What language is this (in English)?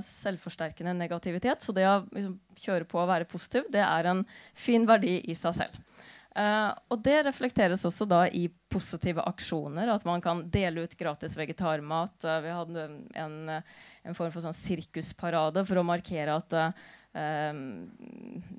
Norwegian